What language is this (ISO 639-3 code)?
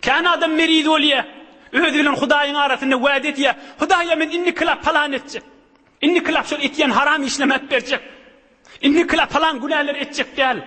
tuk